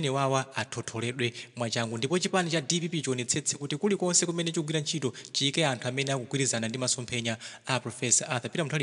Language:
Nyanja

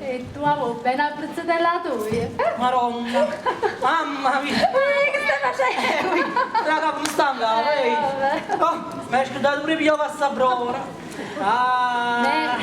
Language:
Neapolitan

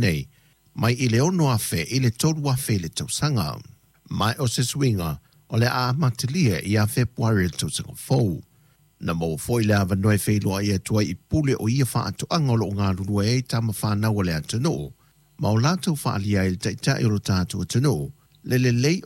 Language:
Samoan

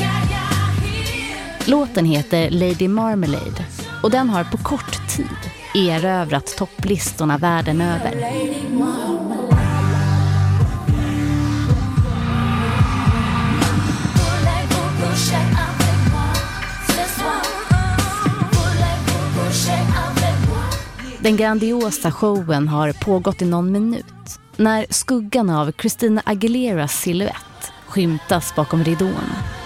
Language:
Swedish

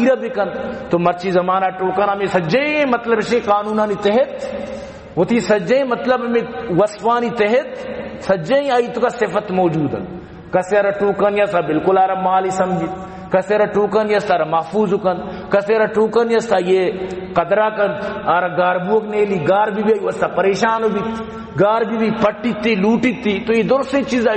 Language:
Baluchi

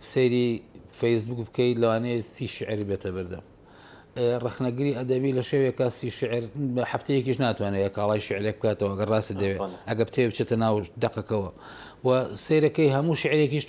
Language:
Central Kurdish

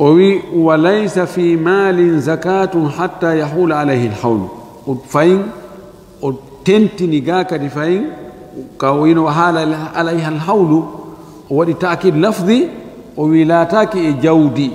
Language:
Fula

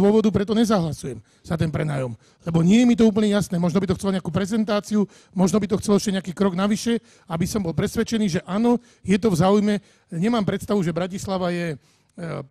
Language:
Slovak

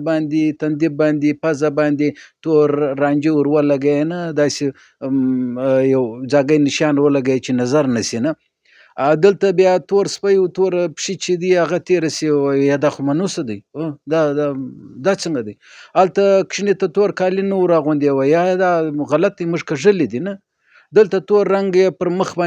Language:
Pashto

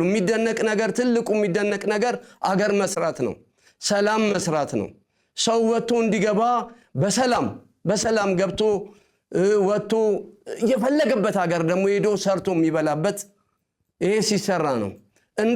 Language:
Amharic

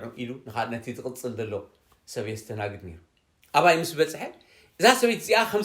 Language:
Tigrinya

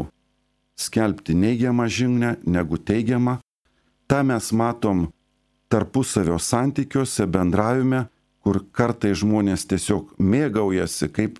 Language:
Lithuanian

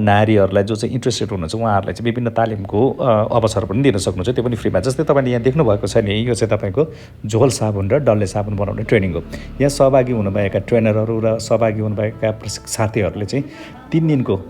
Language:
Nepali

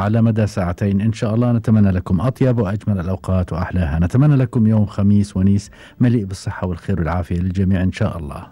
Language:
Gulf Arabic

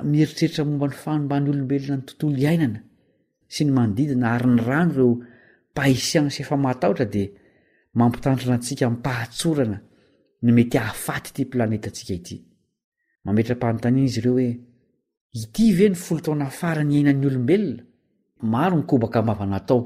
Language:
Malagasy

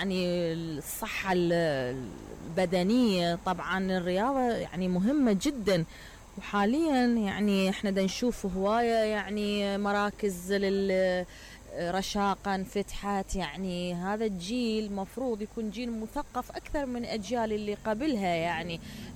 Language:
Mesopotamian Arabic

